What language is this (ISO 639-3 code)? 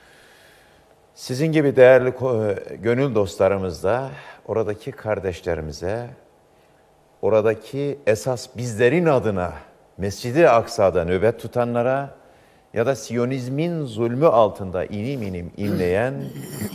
tur